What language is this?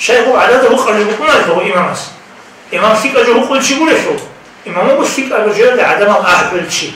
Avaric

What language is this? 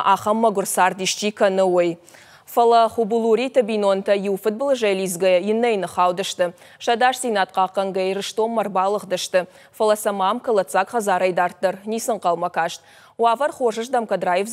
Ossetic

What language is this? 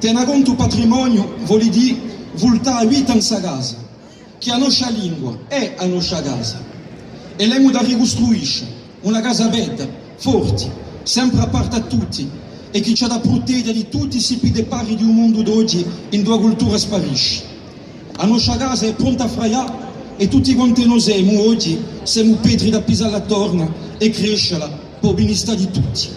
Corsican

